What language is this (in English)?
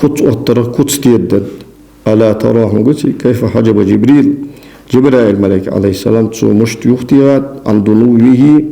Ingush